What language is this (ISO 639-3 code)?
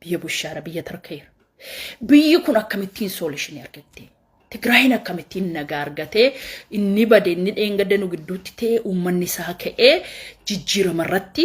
orm